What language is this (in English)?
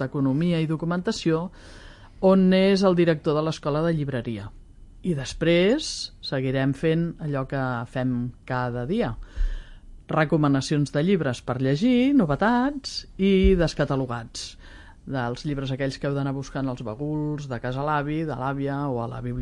Catalan